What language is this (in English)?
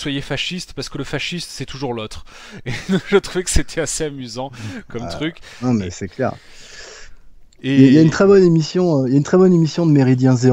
French